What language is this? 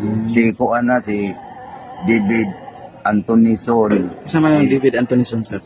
Cebuano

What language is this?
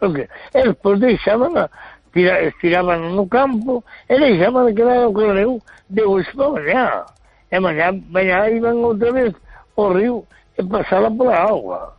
Galician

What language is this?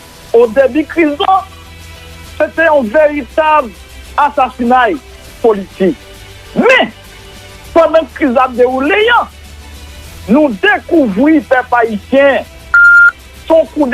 Haitian Creole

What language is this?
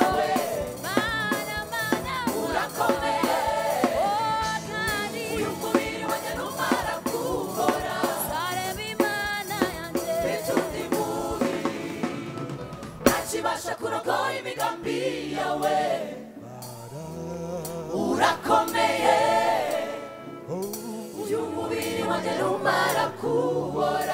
Kinyarwanda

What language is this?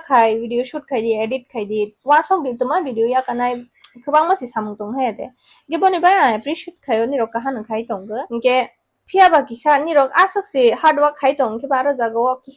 Kok Borok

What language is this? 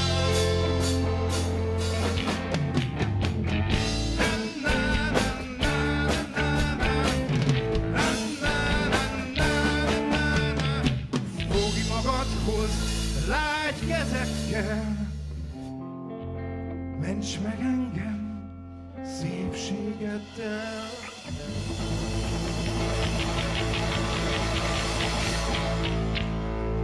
Hungarian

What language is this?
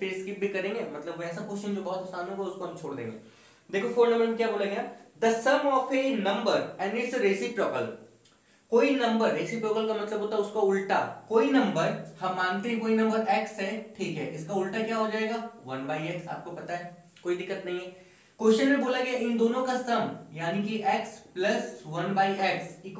Hindi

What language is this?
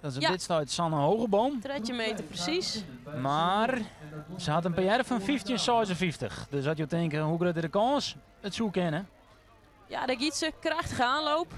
Western Frisian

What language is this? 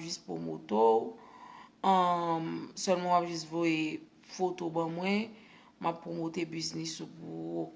Haitian Creole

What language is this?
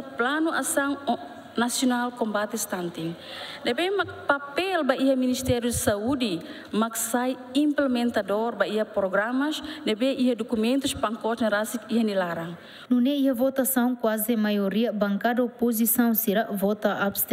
Tetum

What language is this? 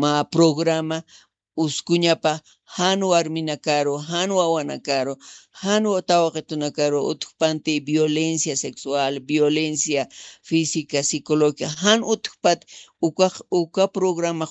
Aymara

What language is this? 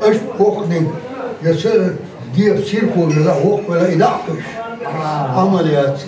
Chechen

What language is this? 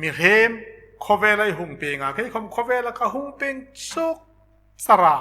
Hmar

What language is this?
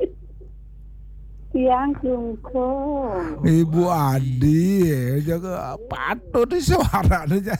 Balinese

